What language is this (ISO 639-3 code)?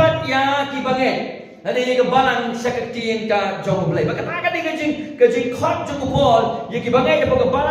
kha